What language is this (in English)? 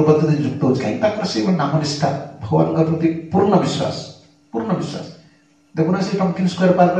Odia